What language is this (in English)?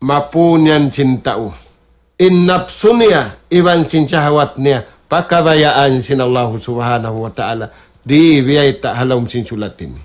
Tausug